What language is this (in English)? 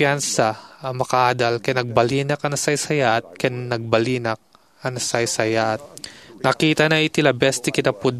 Iloko